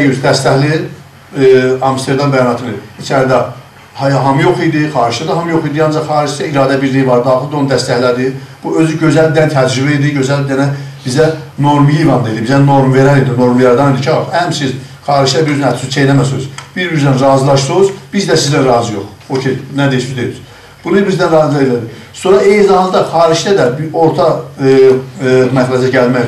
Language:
South Azerbaijani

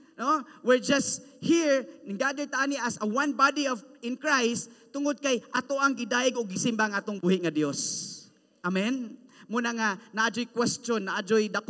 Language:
Cebuano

